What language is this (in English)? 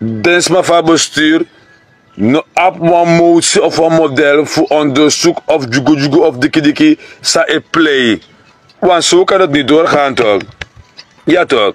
Sranan Tongo